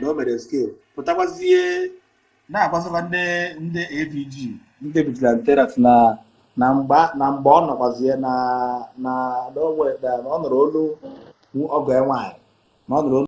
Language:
Igbo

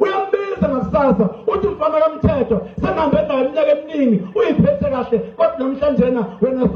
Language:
Zulu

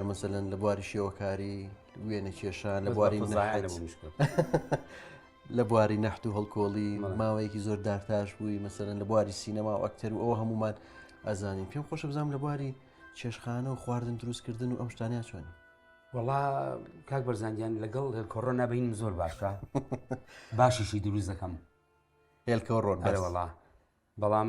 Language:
Central Kurdish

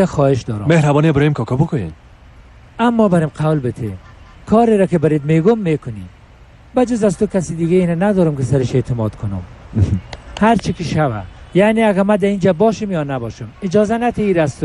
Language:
Persian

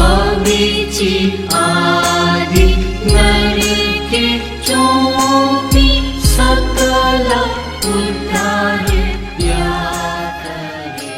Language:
Newari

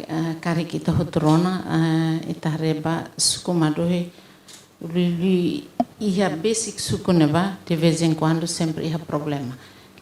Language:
Tetum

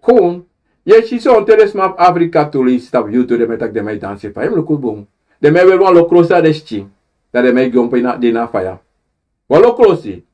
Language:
Sranan Tongo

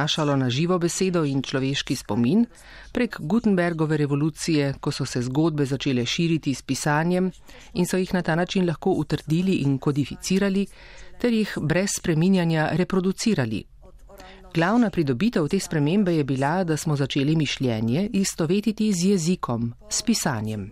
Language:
Slovenian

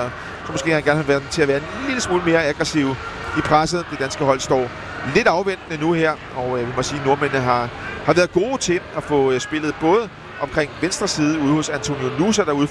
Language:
Danish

